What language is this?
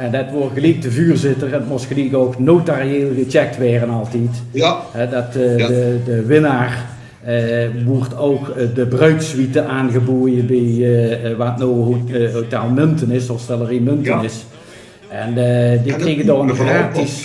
Limburgish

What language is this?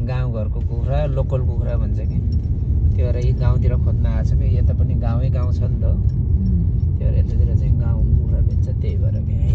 Nepali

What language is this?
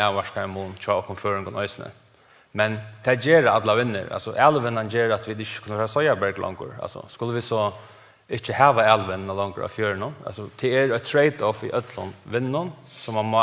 Faroese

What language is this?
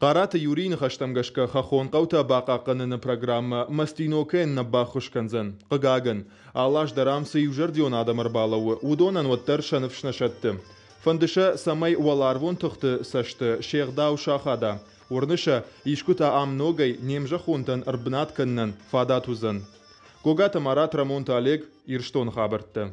Ossetic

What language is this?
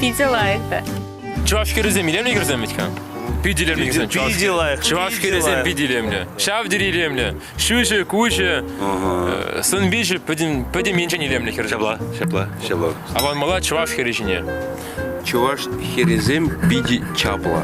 Chuvash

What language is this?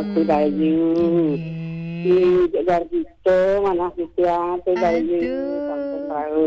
Balinese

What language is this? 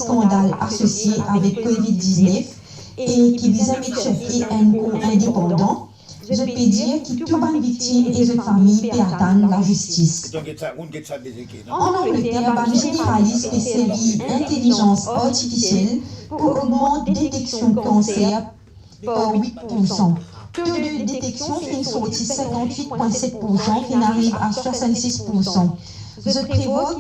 Morisyen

